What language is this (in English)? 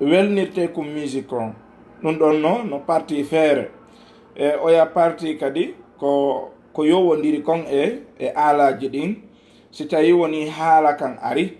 Fula